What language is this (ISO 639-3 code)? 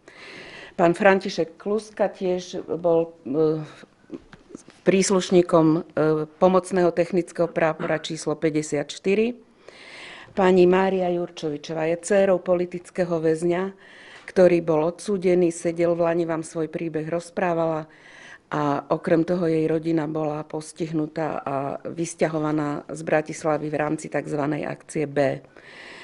slk